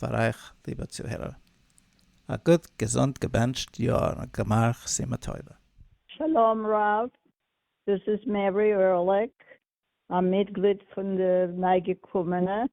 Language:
Yiddish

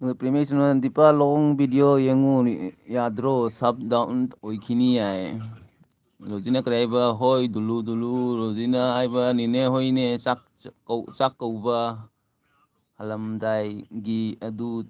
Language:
Manipuri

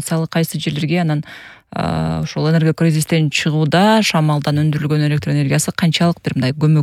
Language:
Kyrgyz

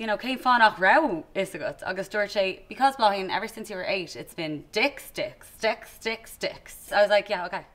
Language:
Irish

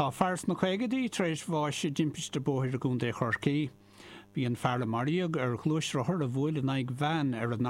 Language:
Irish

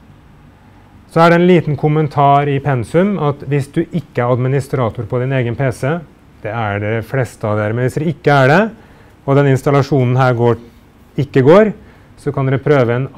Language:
Norwegian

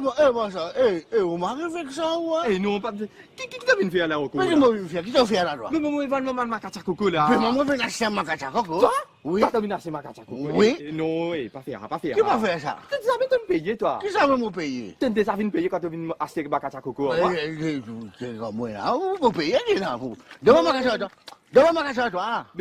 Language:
Morisyen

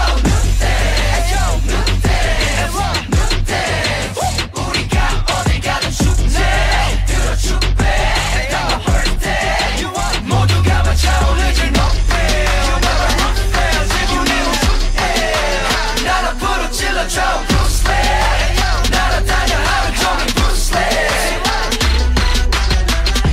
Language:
Korean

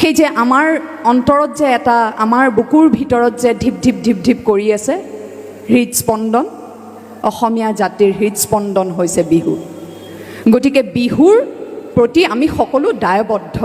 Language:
Assamese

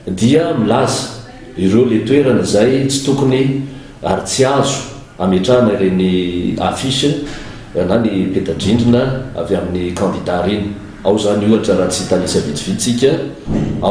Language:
Malagasy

